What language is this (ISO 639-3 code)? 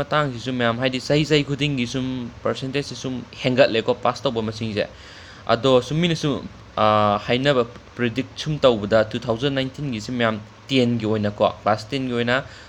mni